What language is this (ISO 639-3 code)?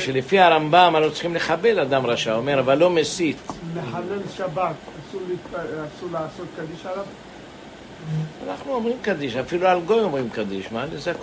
heb